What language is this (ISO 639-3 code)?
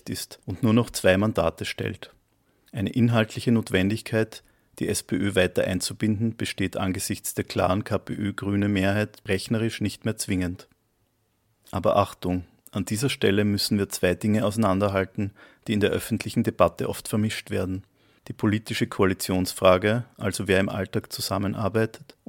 deu